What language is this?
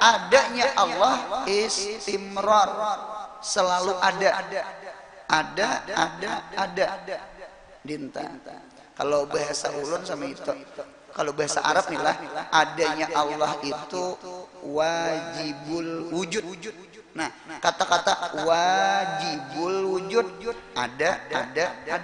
Banjar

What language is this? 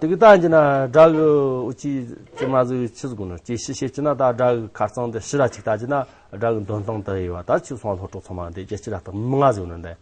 Amdo Tibetan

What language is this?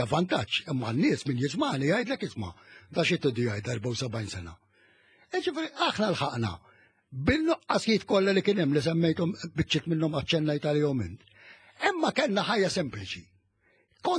Maltese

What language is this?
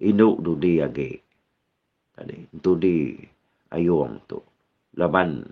Iban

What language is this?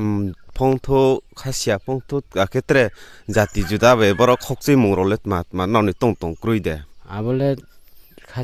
Riang (India)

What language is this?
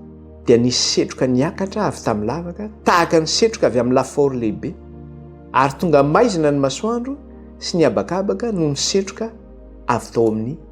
Malagasy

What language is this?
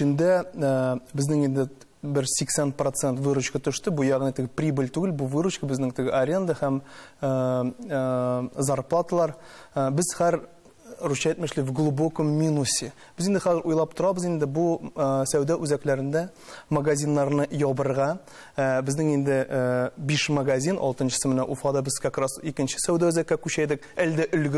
Tatar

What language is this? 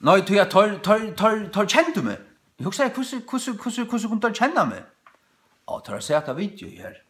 Faroese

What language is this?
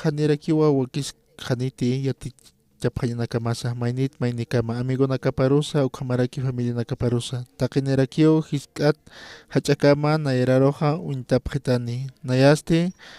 Aymara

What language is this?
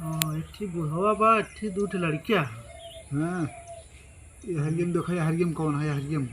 Awadhi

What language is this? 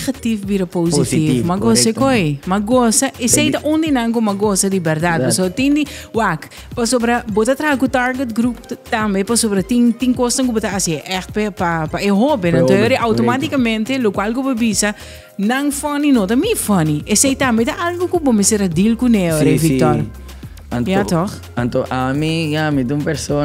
Papiamento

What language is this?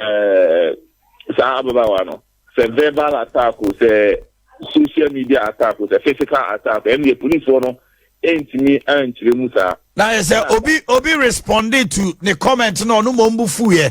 Akan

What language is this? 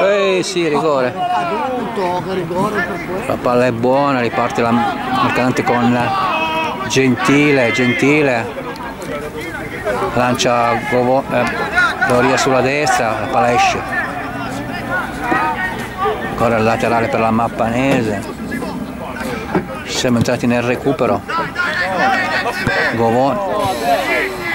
Italian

